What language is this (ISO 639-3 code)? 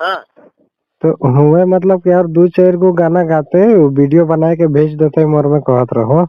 sck